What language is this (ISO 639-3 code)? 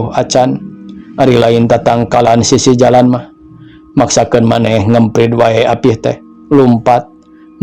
sun